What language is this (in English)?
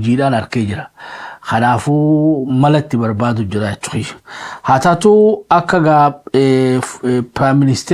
Oromo